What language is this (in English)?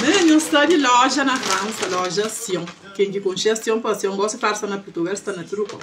Kabuverdianu